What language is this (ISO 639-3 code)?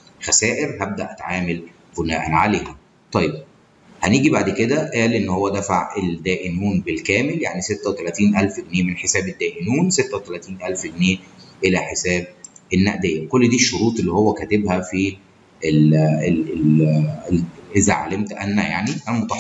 arz